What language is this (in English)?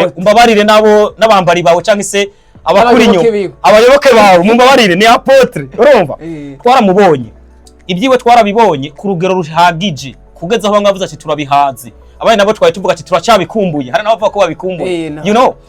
Rundi